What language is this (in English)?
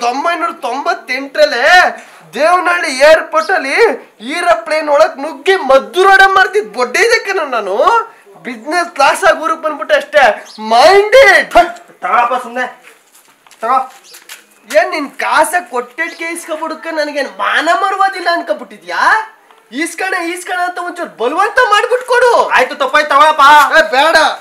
Kannada